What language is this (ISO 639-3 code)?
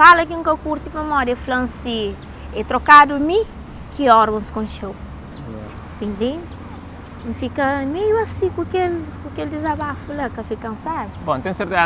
kea